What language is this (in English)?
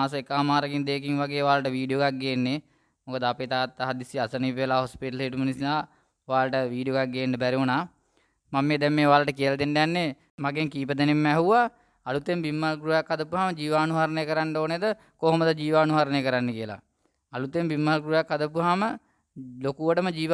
Sinhala